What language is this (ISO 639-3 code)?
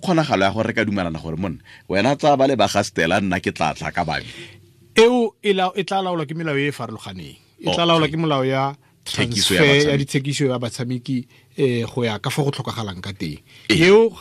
tsn